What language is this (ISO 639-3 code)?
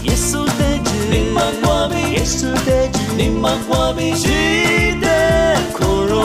lis